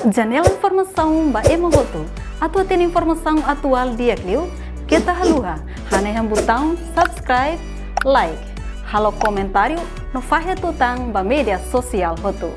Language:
Tetum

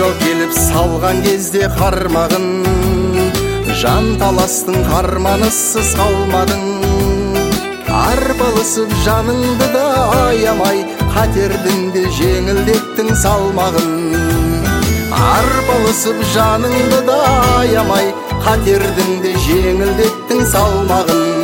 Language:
Kazakh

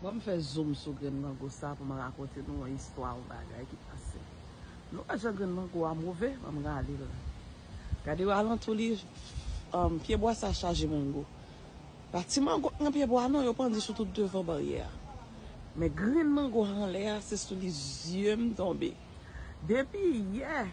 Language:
Haitian Creole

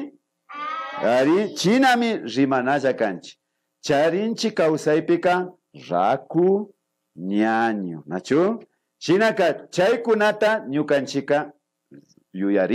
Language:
Imbabura Highland Quichua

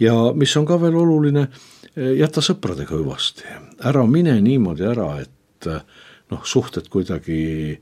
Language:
Estonian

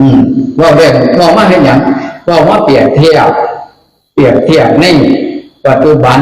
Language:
Northeastern Thai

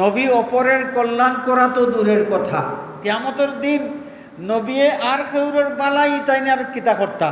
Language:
Sylheti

